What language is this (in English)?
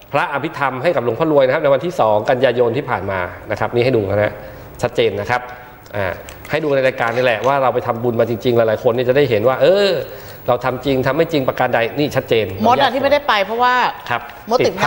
Thai